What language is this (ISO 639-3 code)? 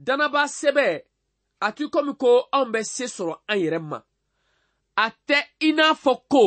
bam